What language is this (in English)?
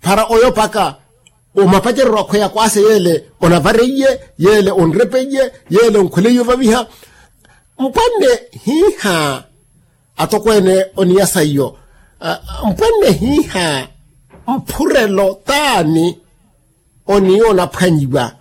Makhuwa